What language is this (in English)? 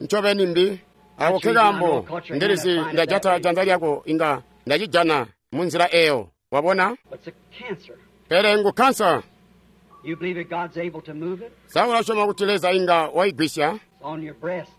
Tonga (Zambia)